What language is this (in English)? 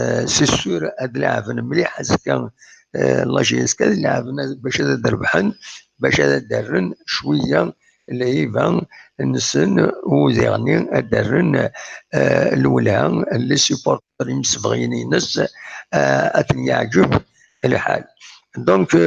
Kabyle